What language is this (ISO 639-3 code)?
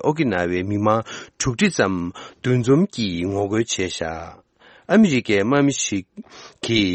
bod